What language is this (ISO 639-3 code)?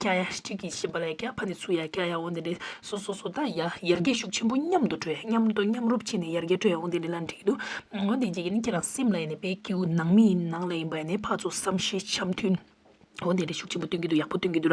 bod